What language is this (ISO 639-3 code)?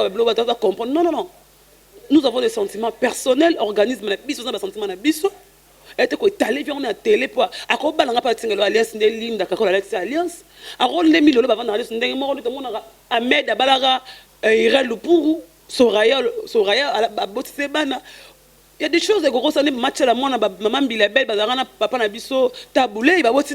lin